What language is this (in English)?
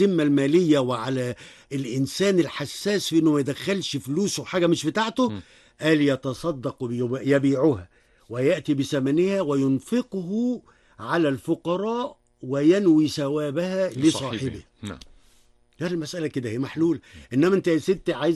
Egyptian Arabic